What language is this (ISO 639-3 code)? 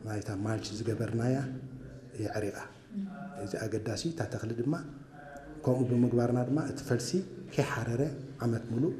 tir